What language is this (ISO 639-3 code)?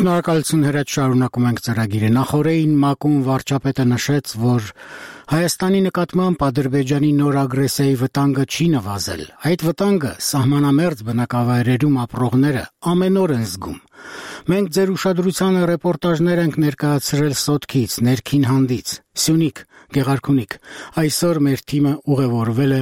hye